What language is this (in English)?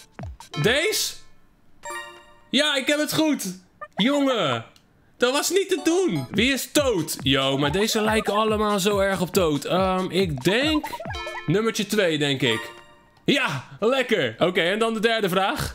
Dutch